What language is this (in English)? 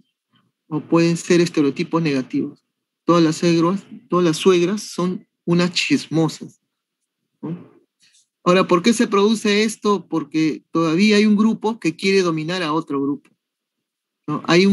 Spanish